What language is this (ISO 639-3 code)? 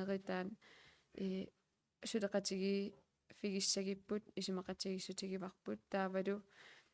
kal